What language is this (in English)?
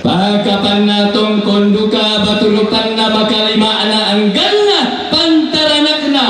Toraja-Sa'dan